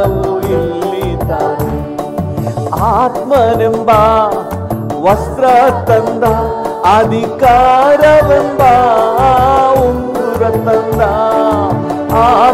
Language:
Kannada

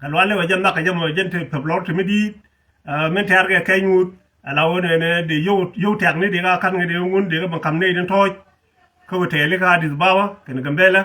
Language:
Nuer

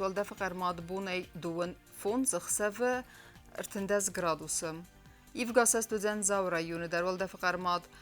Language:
Ossetic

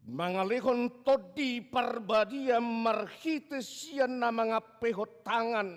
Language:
Batak Toba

